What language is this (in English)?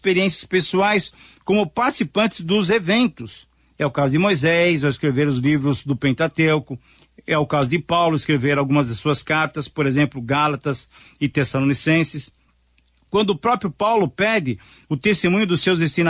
Portuguese